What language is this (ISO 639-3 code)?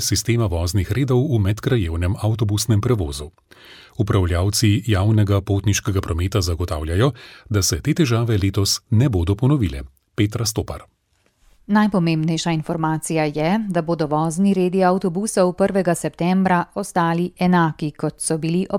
slv